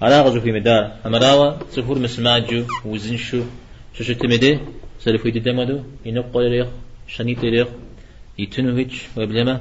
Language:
Kabardian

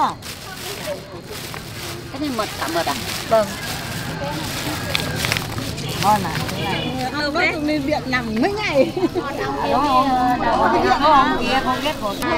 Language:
Vietnamese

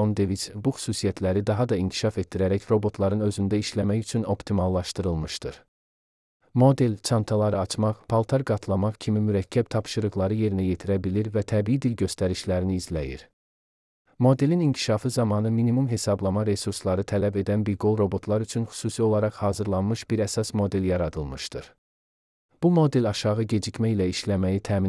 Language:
Azerbaijani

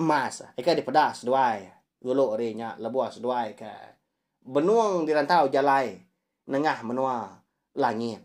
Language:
Iban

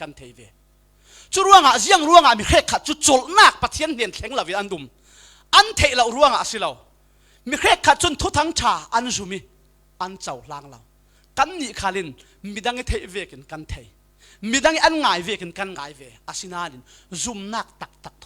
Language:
Falam Chin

